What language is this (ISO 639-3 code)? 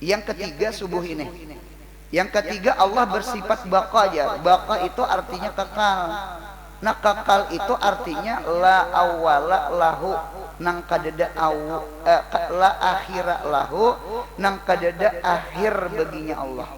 bjn